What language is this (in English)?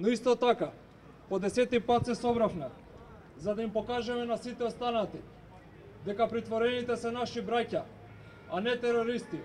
Macedonian